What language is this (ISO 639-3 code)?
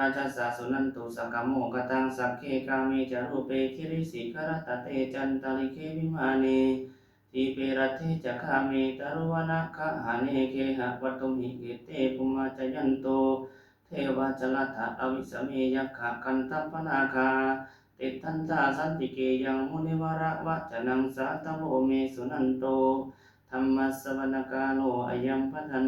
pli